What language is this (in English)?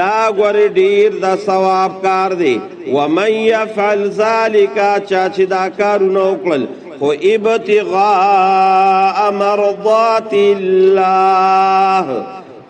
Pashto